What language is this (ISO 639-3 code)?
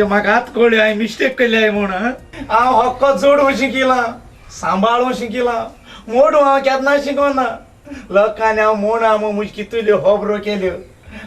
kok